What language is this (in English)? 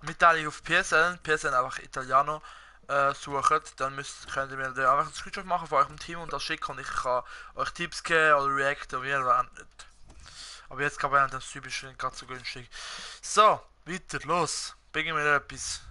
Swiss German